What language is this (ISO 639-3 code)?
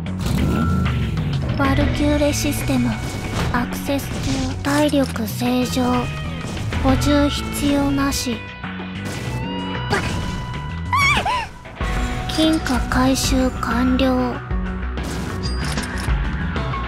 jpn